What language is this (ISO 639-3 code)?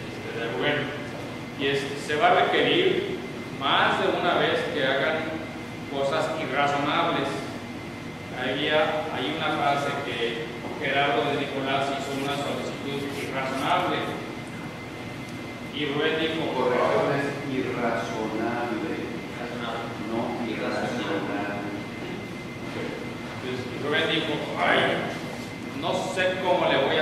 spa